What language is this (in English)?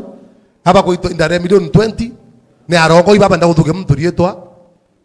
Meru